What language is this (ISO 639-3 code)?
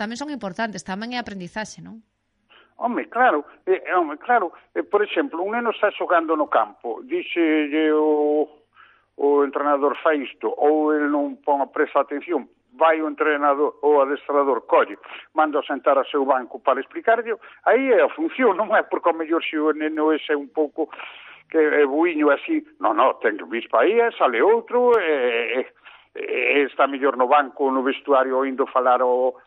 glg